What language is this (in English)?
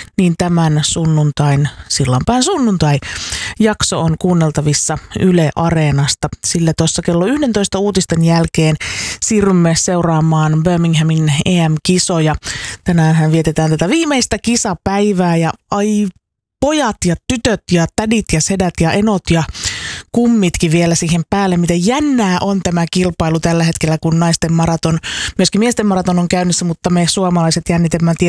Finnish